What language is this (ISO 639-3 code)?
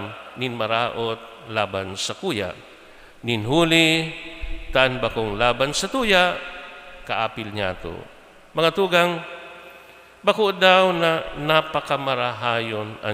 bik